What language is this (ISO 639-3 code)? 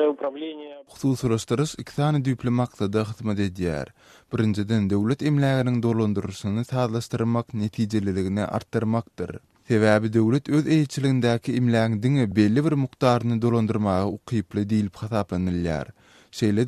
tuk